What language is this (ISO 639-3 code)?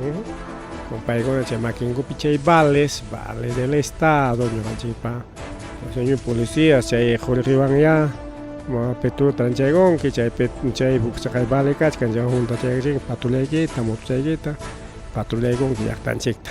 quy